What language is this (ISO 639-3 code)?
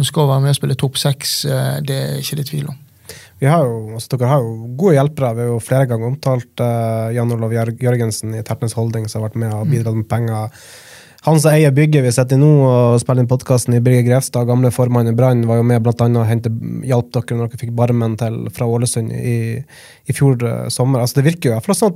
nor